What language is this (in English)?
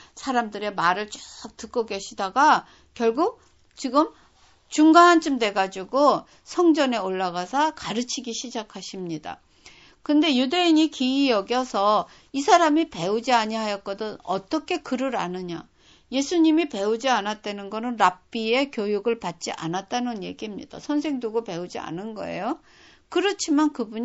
Korean